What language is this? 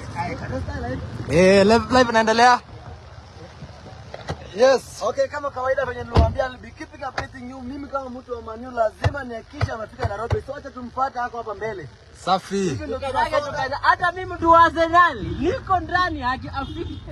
Swahili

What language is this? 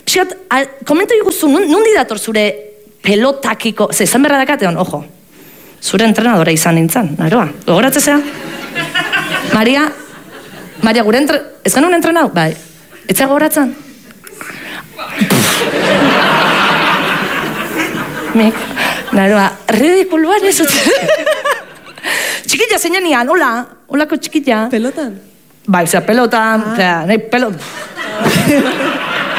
Basque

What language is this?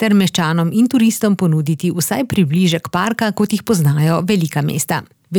Slovenian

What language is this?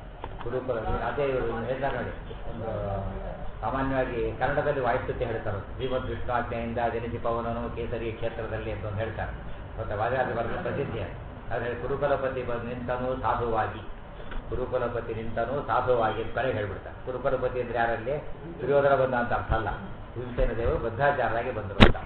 Kannada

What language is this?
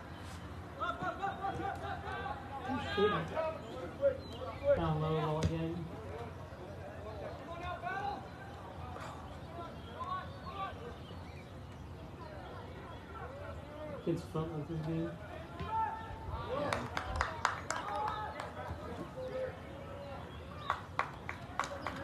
English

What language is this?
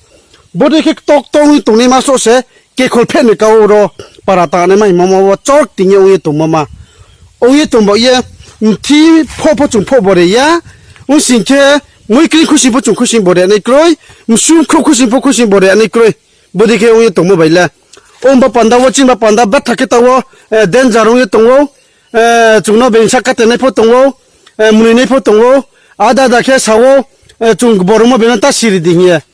Riang (India)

